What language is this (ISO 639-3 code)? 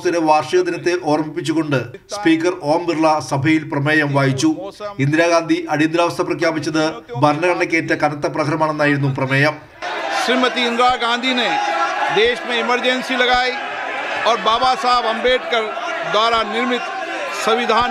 mal